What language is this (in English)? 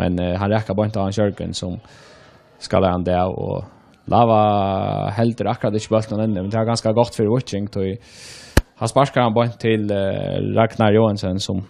Faroese